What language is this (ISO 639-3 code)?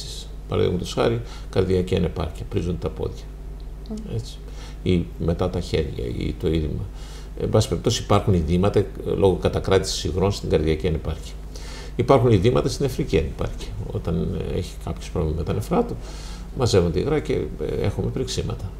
ell